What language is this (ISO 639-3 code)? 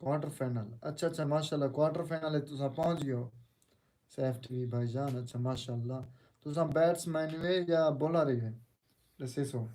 skr